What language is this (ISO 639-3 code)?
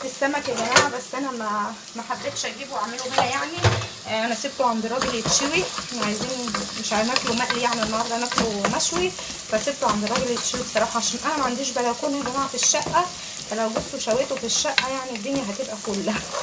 arz